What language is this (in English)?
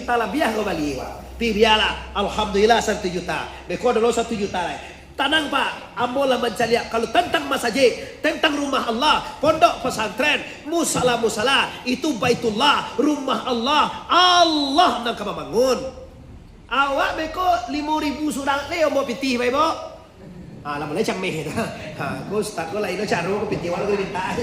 Minangkabau